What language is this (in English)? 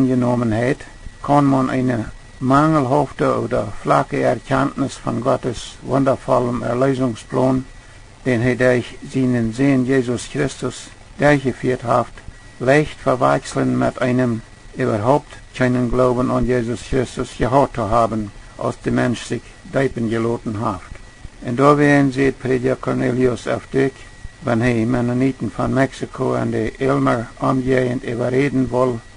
Plautdietsch